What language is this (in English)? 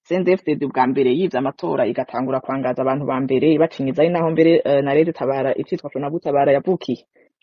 Rundi